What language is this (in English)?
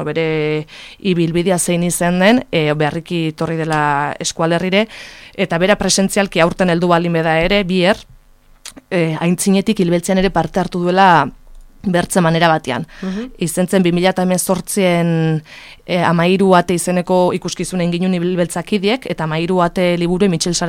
Basque